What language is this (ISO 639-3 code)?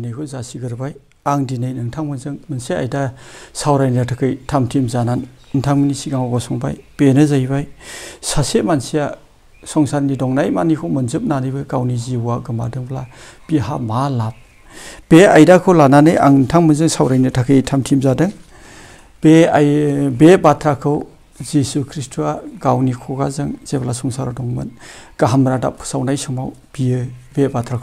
brx